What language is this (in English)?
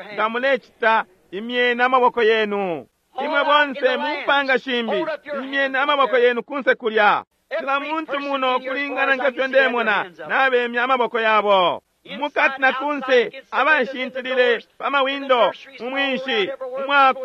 Bemba